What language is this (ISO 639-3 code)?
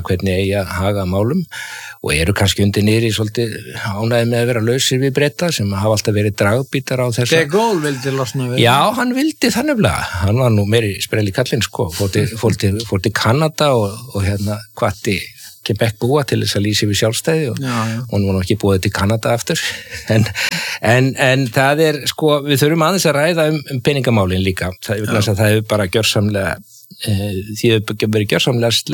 isl